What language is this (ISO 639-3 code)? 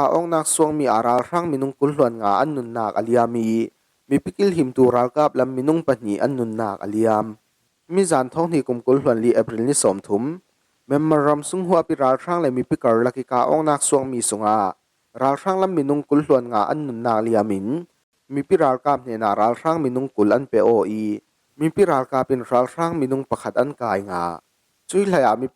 cfm